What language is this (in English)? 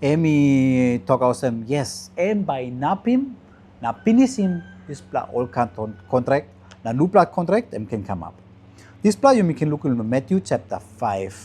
Tok Pisin